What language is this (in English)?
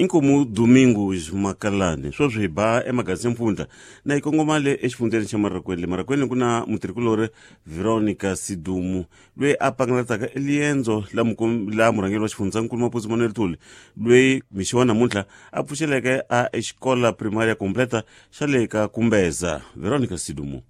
Tsonga